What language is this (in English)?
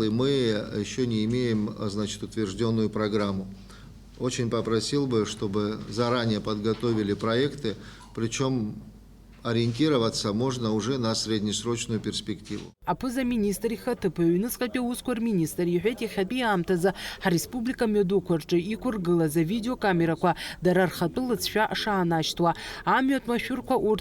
Abkhazian